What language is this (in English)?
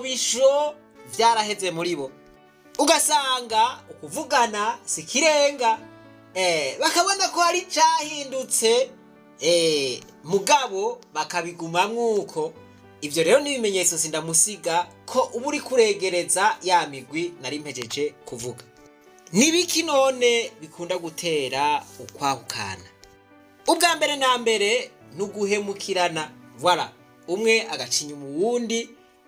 Rundi